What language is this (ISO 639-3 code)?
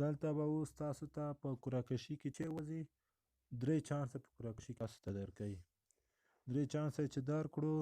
pus